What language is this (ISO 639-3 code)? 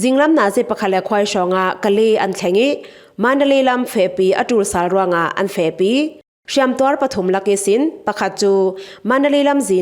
cfm